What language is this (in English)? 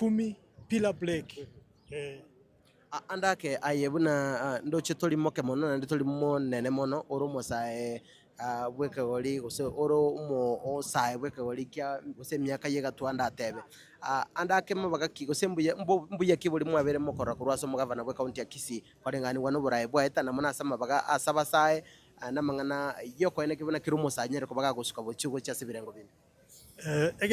Gusii